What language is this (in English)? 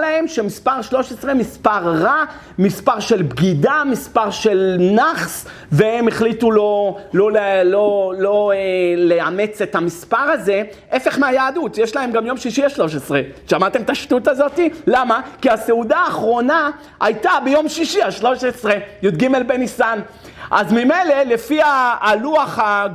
Hebrew